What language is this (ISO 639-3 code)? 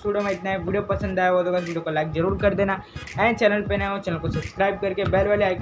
hin